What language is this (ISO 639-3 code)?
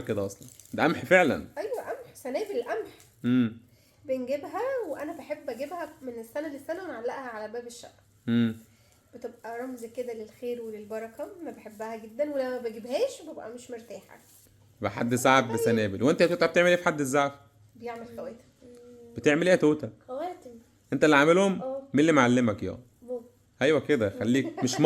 arz